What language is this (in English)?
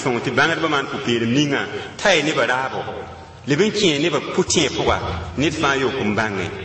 Mossi